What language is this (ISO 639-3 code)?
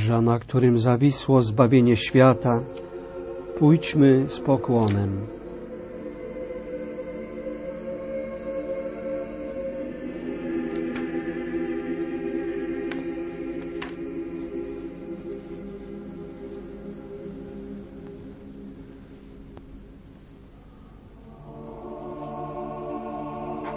pol